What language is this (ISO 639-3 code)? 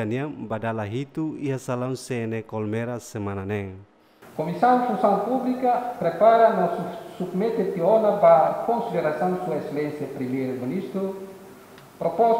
tet